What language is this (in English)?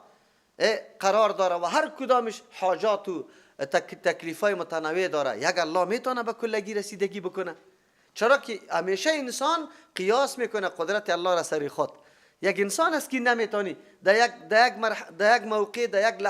Persian